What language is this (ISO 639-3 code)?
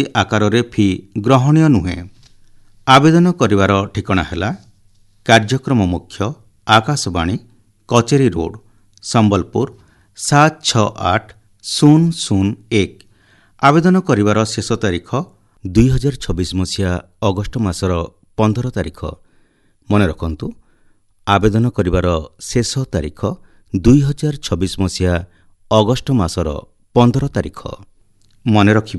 ori